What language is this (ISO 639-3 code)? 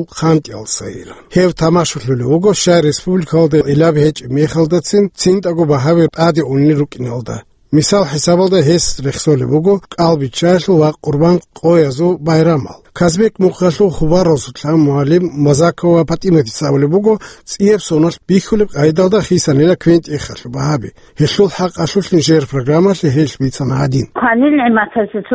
ava